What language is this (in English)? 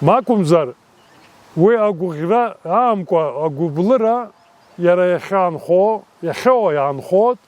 Abkhazian